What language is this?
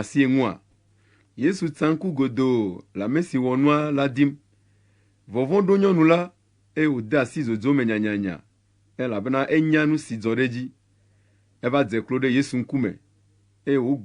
Ewe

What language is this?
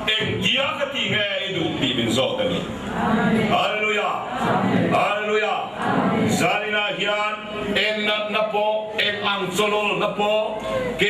Mizo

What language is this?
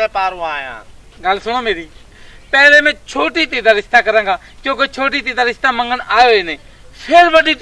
Punjabi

